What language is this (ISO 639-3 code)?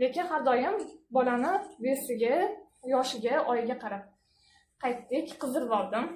uzb